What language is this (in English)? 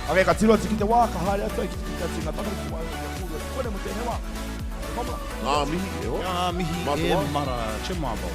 Māori